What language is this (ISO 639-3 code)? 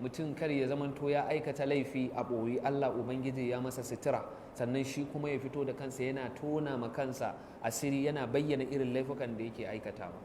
hau